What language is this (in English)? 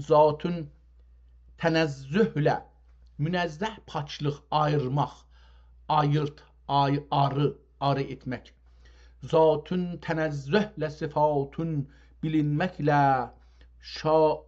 South Azerbaijani